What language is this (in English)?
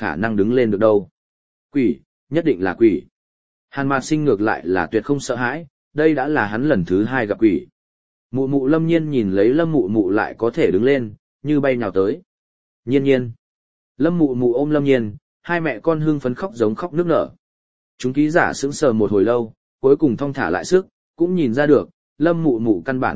Vietnamese